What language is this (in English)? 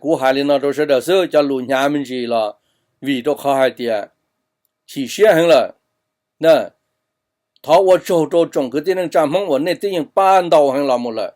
Hmong